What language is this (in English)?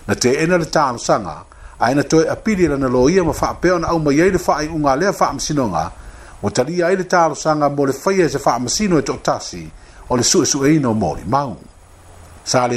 Samoan